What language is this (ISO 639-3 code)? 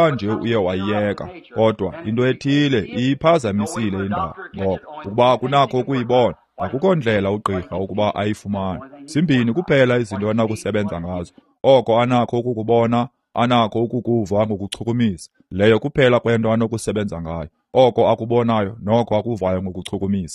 xho